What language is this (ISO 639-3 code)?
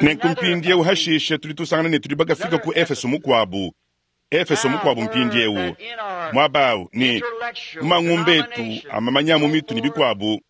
lua